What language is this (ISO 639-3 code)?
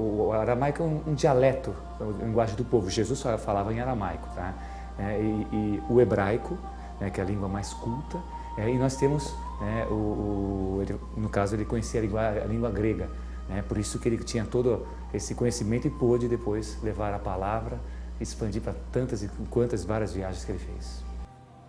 por